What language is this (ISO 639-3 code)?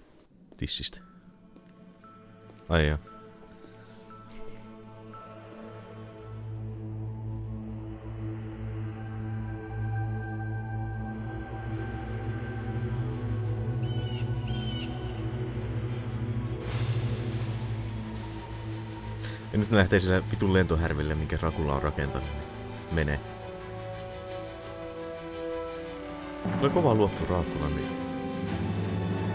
fin